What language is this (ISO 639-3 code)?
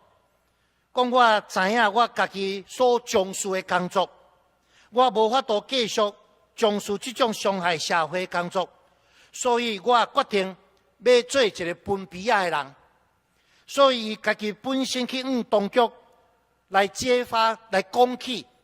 nan